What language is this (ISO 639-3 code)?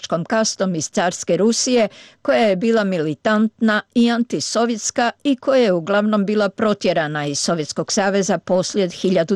srp